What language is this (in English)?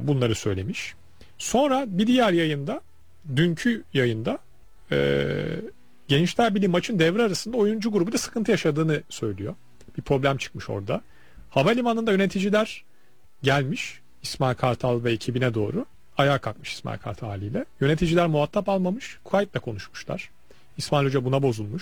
Turkish